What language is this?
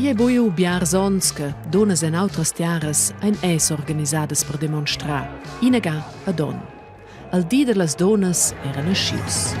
Romansh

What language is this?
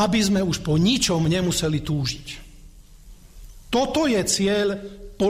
Slovak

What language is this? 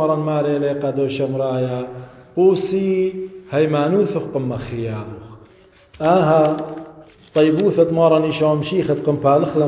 Assyrian Neo-Aramaic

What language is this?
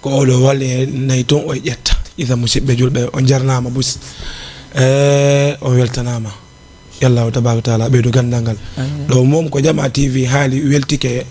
Fula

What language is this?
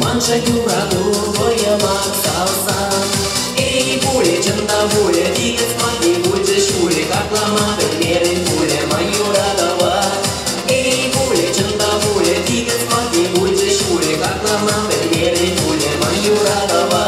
Chuvash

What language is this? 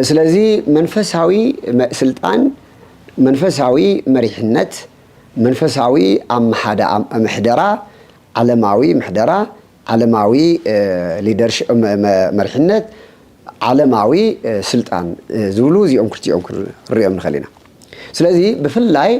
Tigrinya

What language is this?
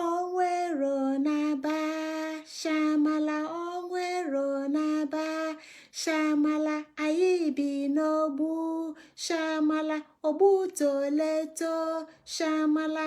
Igbo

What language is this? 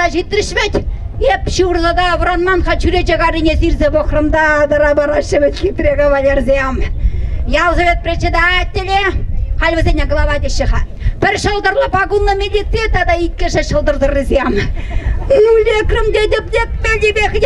Chuvash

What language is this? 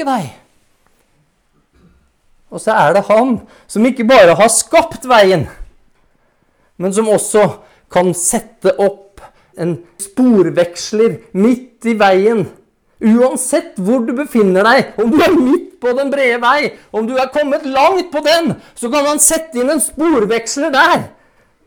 Norwegian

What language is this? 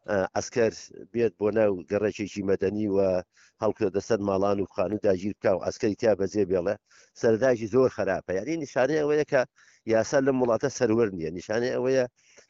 Central Kurdish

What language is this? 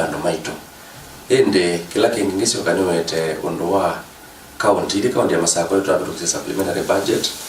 Kamba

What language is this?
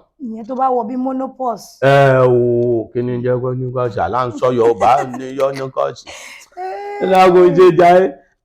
Yoruba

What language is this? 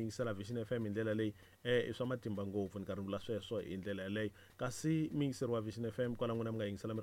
Tsonga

